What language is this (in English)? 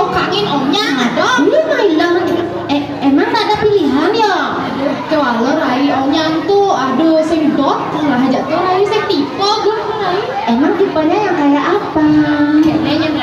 Balinese